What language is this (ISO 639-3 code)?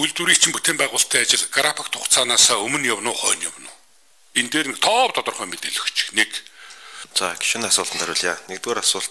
mon